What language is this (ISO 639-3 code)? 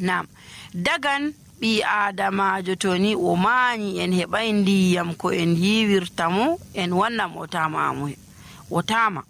fuv